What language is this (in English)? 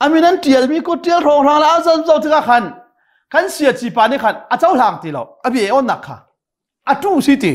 Hakha Chin